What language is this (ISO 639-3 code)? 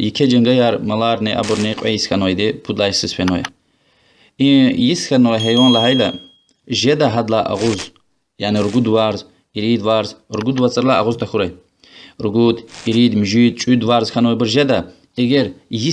lez